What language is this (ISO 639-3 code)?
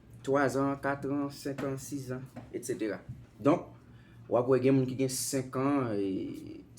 hat